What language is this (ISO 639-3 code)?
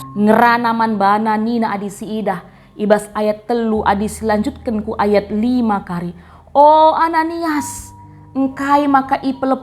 btx